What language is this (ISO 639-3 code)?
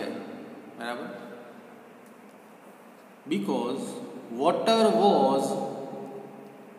guj